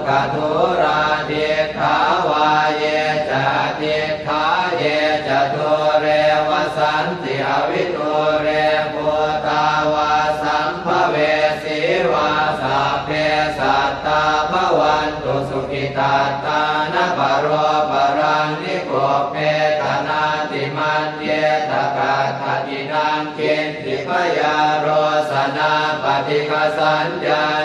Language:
Pali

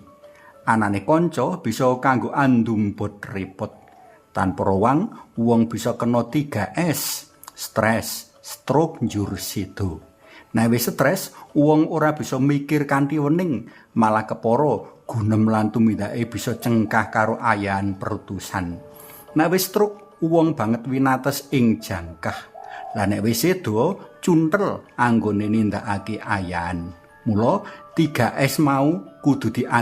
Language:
Javanese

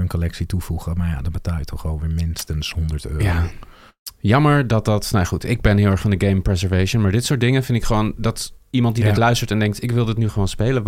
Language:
Dutch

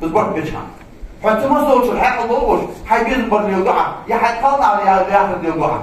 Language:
Ingush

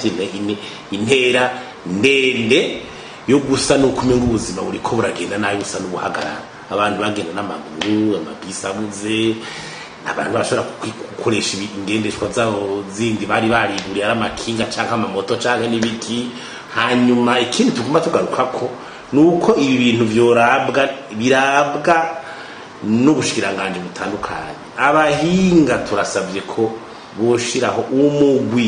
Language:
Rundi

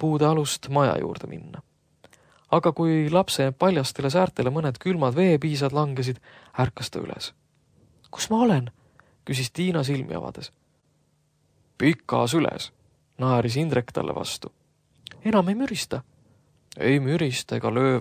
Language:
Estonian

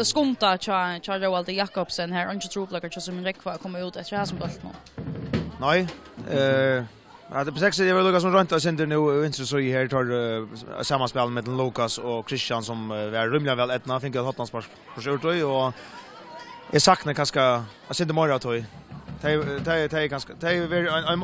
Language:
Faroese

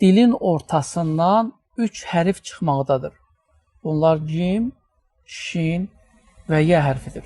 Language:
Azerbaijani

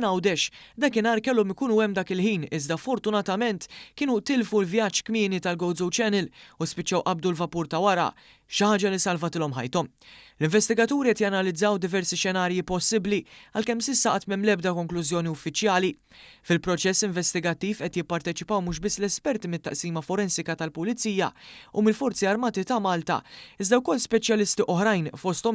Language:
Maltese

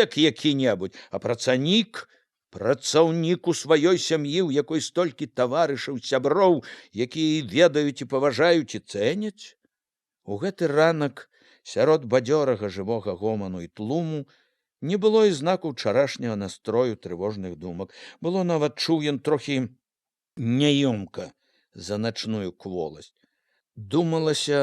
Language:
Belarusian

